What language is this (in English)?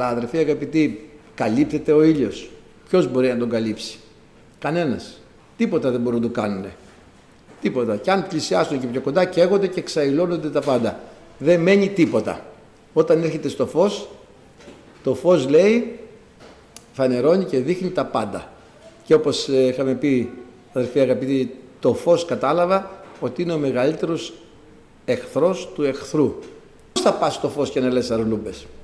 Greek